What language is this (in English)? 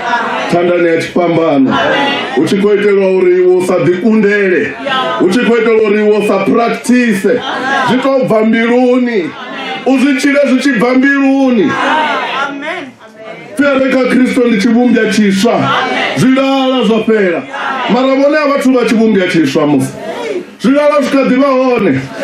Venda